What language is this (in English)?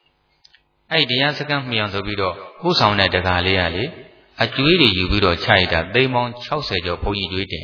Burmese